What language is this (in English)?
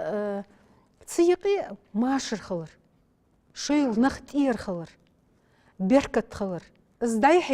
Ingush